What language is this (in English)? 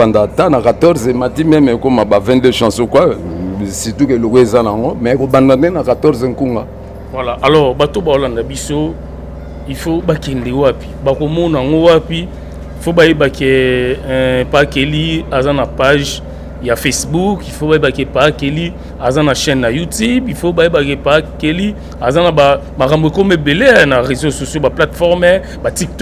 Lingala